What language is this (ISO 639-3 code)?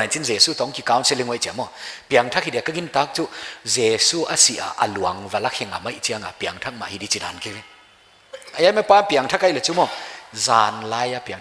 pck